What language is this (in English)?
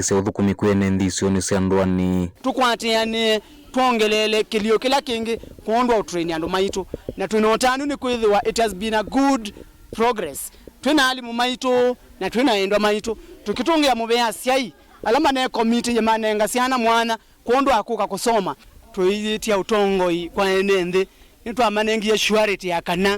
Kamba